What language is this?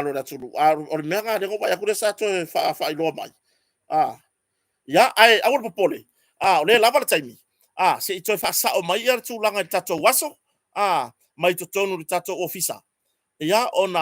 Samoan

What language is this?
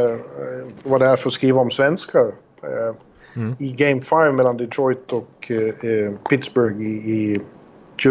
Swedish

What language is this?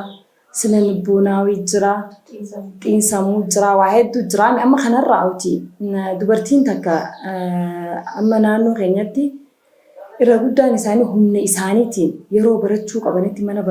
Oromo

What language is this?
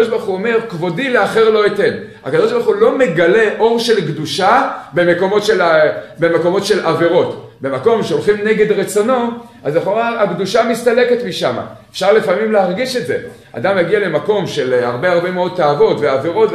Hebrew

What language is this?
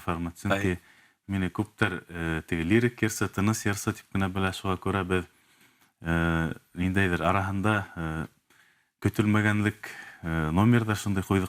Bashkir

